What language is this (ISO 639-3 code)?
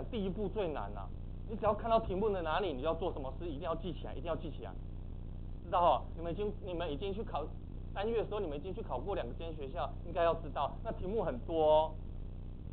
zho